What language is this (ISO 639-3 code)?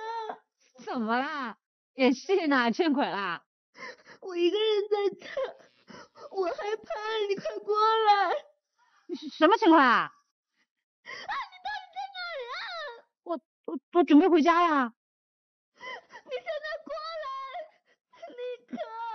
zho